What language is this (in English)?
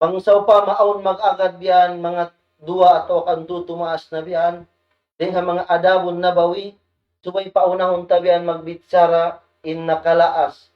Tausug